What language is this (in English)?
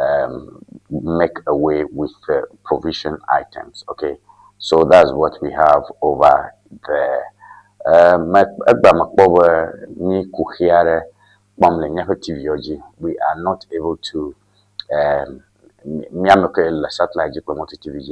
Ewe